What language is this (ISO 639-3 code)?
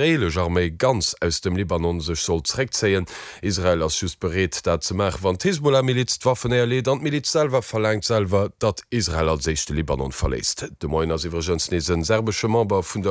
ltz